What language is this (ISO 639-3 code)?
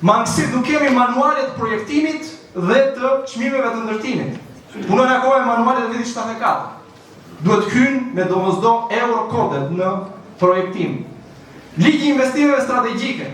sqi